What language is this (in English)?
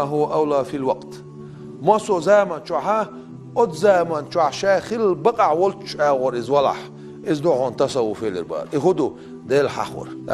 Chechen